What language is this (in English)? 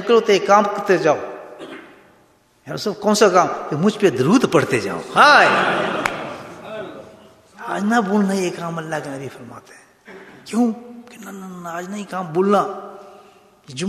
Urdu